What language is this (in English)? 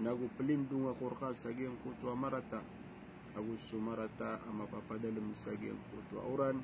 Maranao